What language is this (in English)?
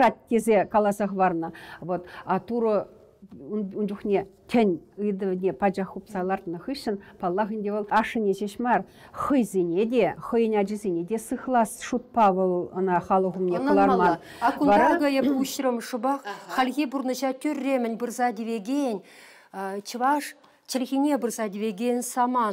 Chuvash